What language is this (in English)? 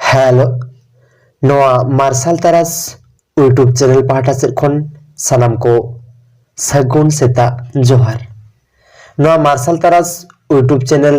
Santali